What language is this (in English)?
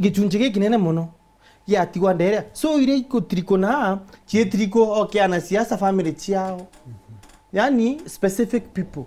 Meru